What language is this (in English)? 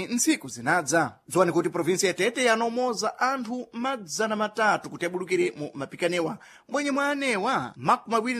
Sena